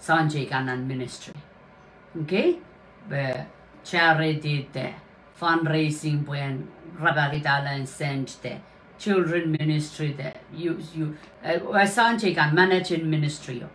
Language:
Pohnpeian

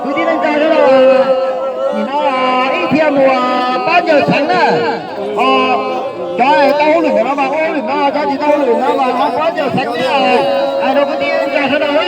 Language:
Hmong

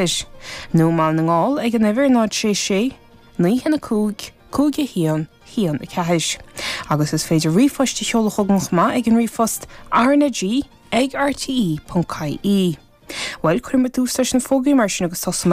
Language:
Irish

